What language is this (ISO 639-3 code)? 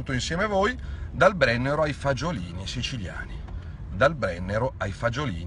ita